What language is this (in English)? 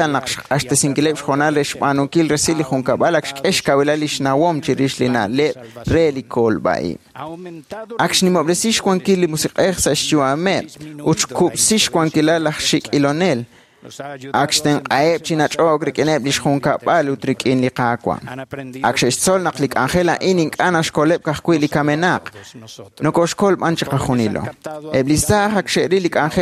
Kekchí